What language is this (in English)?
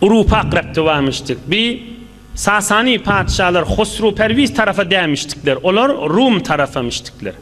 Turkmen